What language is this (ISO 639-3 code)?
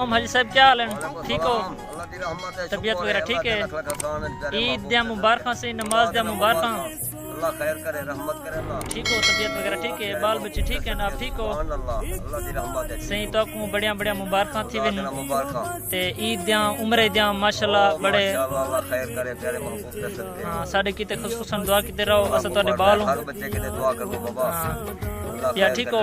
skr